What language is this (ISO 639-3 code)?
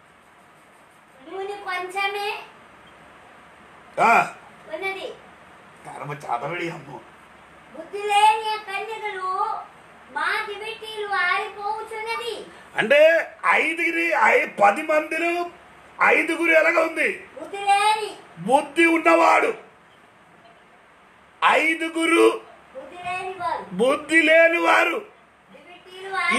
tel